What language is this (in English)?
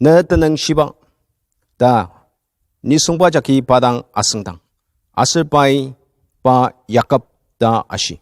Ao Naga